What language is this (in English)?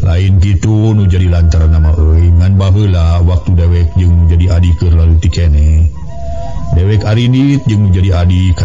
Sundanese